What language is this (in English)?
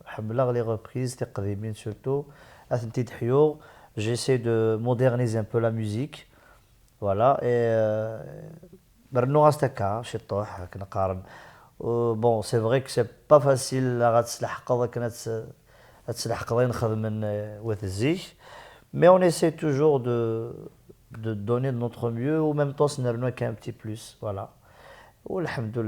Kabyle